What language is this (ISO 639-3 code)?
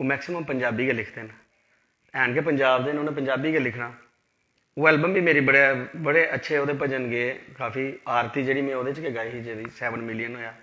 doi